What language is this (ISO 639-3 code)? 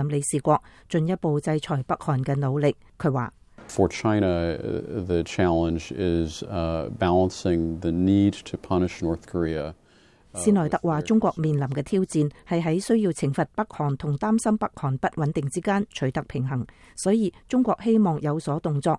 yue